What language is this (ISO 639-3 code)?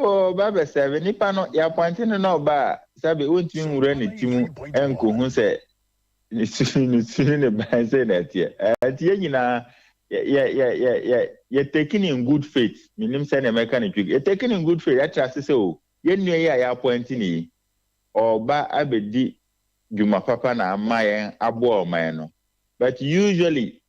aka